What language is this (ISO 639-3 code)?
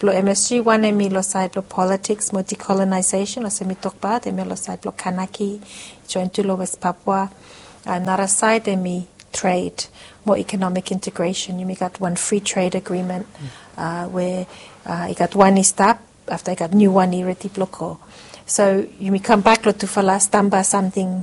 bis